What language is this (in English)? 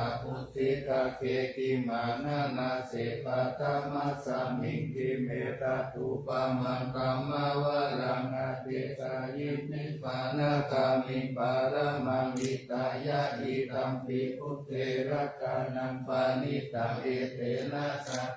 Pali